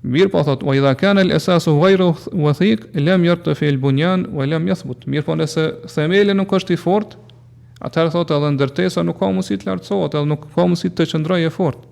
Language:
Albanian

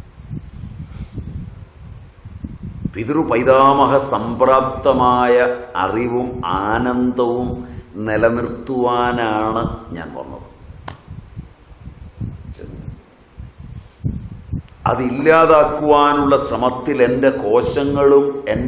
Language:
Malayalam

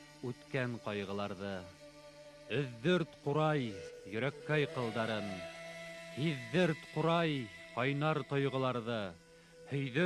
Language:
Bashkir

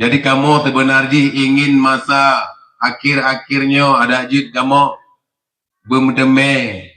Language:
Achinese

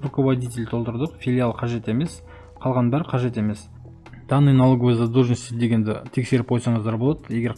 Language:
Kazakh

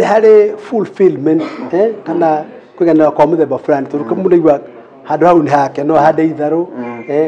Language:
Kikuyu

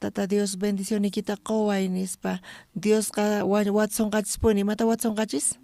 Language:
South Bolivian Quechua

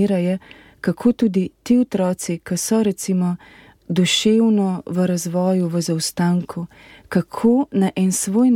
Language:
Slovenian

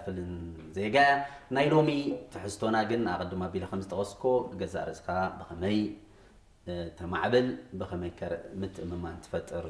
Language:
Tigrinya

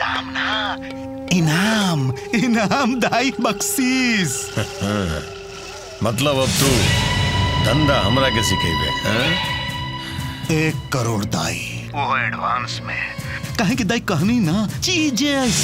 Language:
Bhojpuri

